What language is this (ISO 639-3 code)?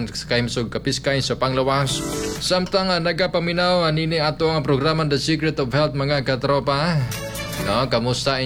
ceb